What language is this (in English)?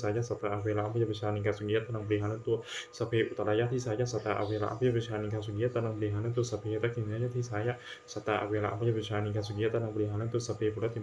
Pali